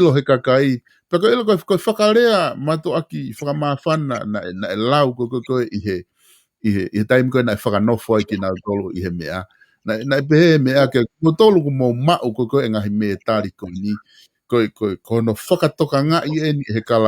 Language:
Tongan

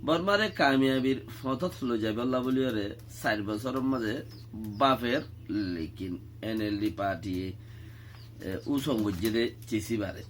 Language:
Rohingya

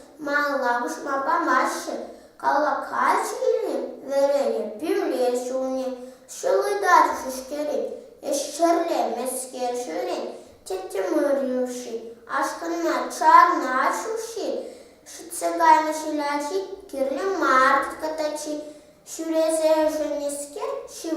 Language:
Chuvash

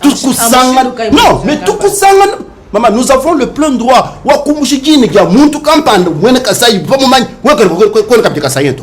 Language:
Luba-Lulua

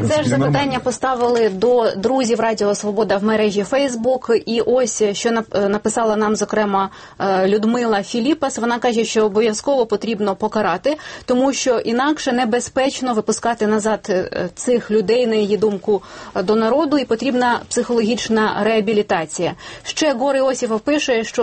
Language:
Ukrainian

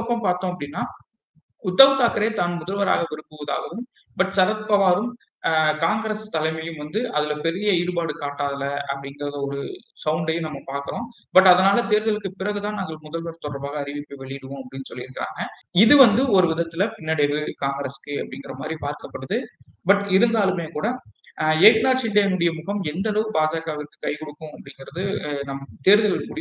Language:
Tamil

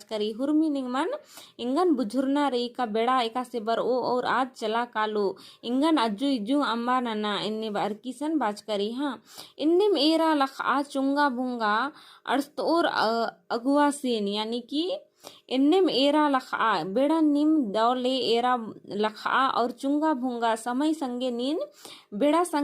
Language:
Kurukh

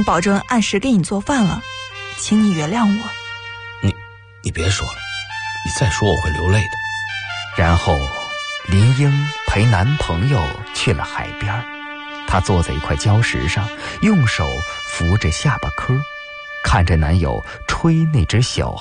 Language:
Chinese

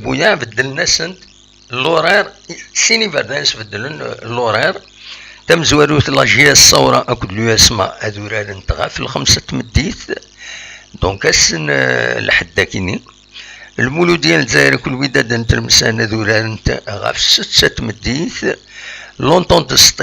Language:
Kabyle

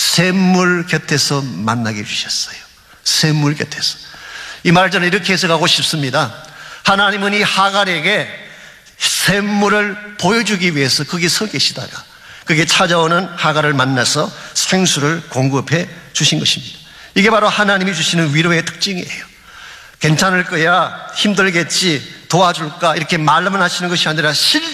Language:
Korean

